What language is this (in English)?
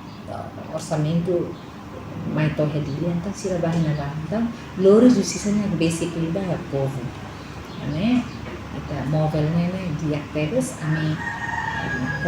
Tetum